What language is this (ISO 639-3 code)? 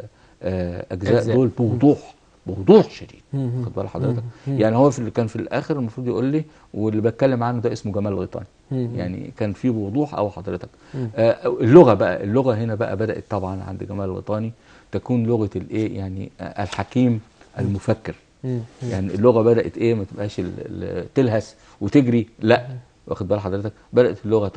arz